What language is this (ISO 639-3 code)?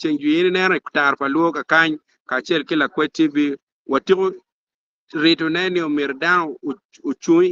ach